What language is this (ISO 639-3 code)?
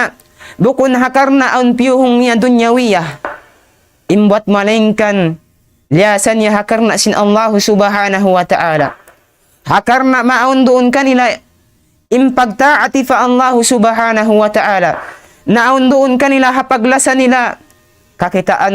tsg